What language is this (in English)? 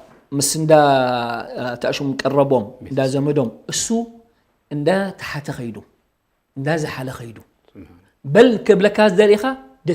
Tigrinya